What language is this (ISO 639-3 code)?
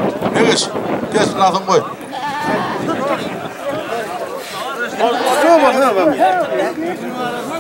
tur